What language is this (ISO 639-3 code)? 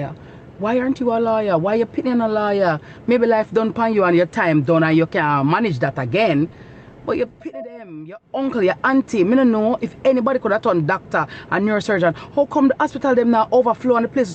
jam